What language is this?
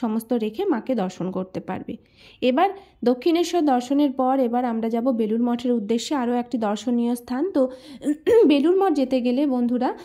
Bangla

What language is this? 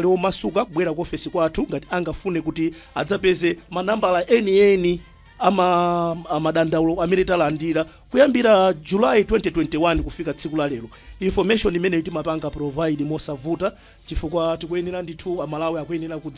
Nyanja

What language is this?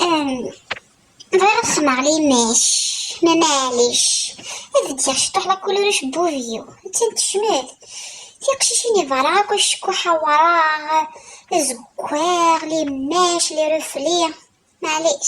Kabyle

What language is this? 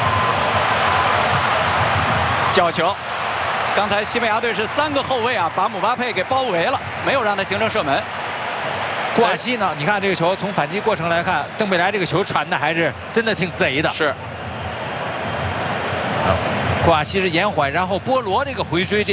Chinese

